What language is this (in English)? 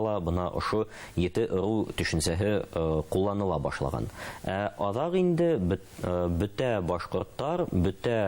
Bashkir